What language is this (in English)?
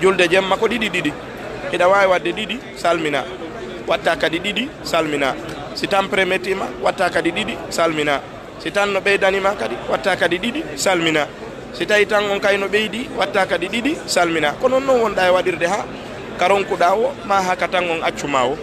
Fula